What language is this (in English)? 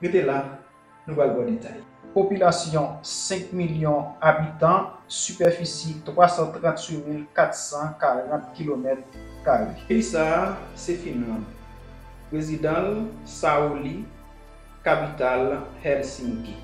Haitian Creole